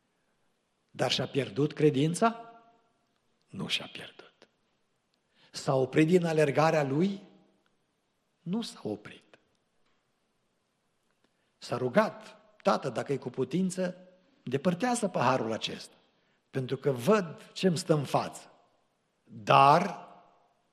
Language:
Romanian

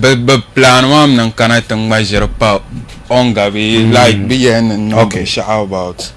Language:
Dagbani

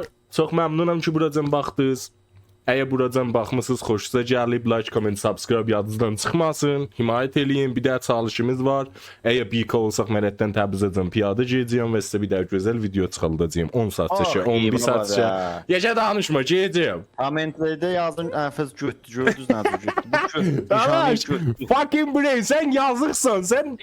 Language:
South Azerbaijani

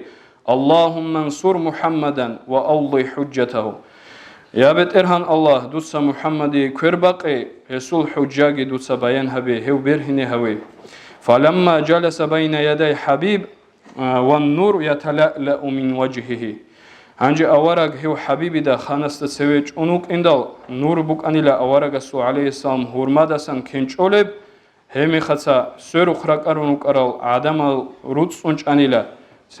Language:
Avaric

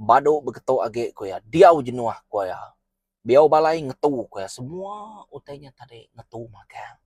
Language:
Iban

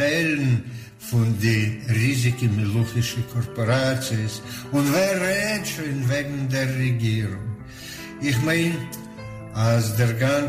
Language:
Yiddish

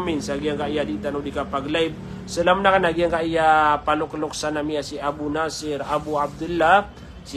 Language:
Maranao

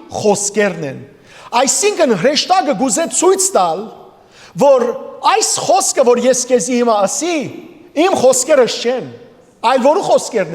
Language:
Western Armenian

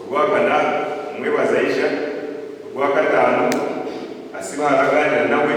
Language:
Nyankole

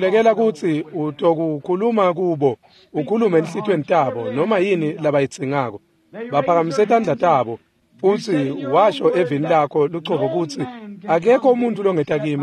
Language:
Swati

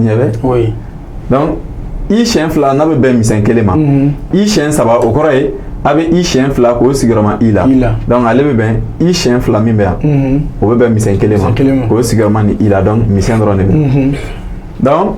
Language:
Bambara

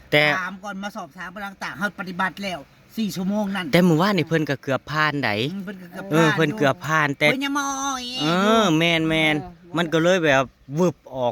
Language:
Northeastern Thai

